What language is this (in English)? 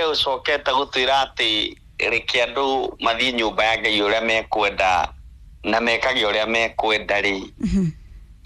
Kikuyu